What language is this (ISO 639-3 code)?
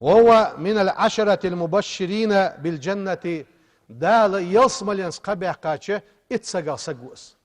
inh